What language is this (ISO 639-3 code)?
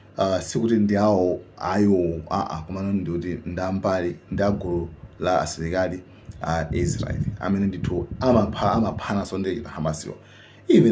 nya